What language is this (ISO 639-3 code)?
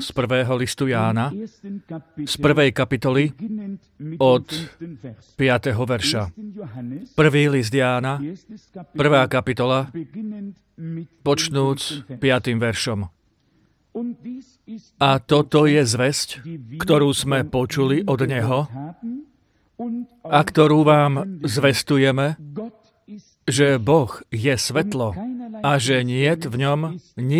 slk